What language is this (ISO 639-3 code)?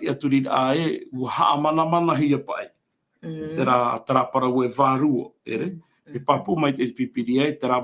tah